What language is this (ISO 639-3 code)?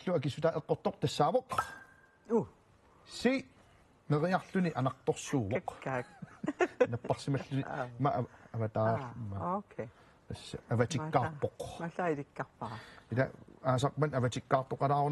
kal